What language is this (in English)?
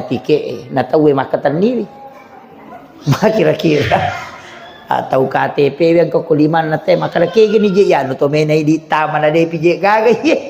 Buginese